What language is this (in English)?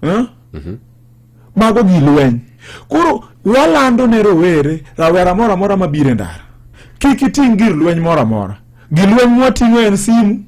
Luo (Kenya and Tanzania)